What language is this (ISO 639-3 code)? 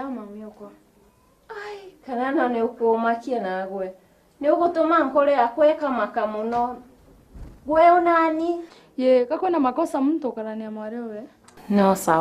mer